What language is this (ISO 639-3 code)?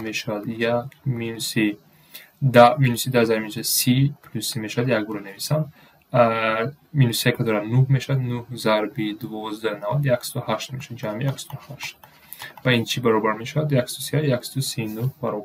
tgk